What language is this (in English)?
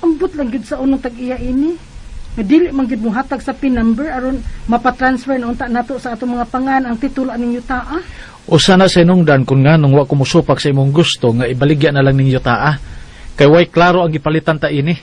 Cebuano